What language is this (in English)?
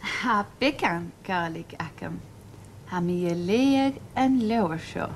Scottish Gaelic